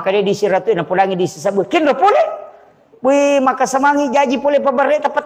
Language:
Buginese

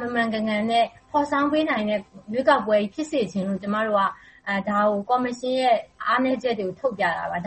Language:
Burmese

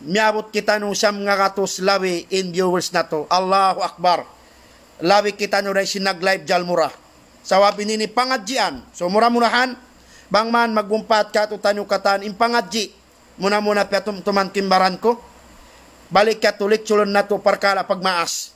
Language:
Tausug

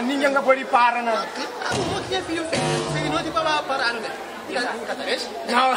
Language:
Kabuverdianu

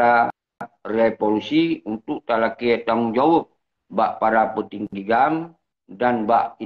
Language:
Achinese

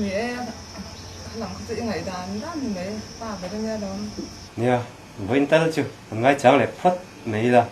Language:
Mizo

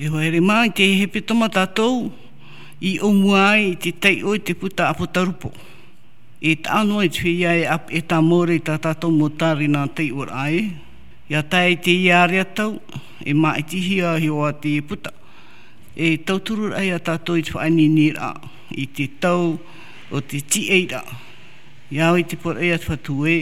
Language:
Tahitian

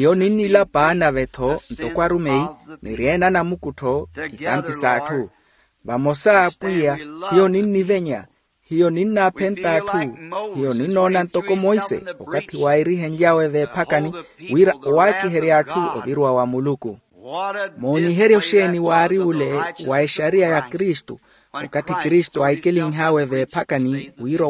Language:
Makhuwa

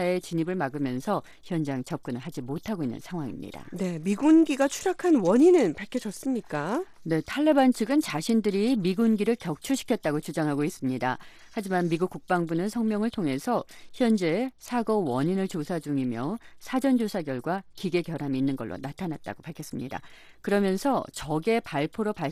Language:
Korean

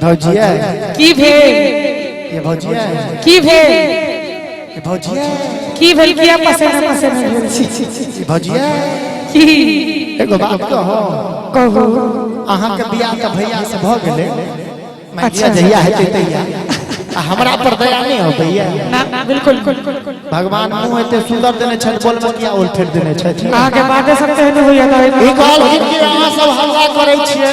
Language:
Maithili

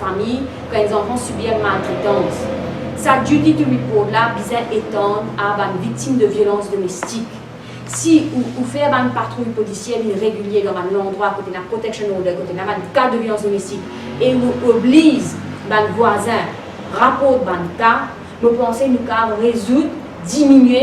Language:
Morisyen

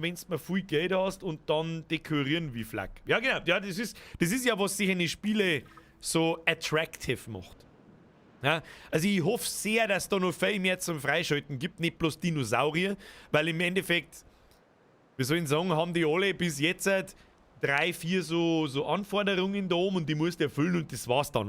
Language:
Bavarian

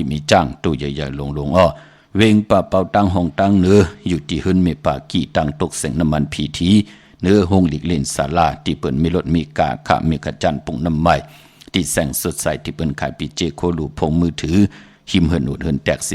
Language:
Shan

